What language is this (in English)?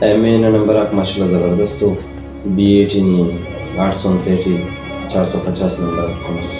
Brahui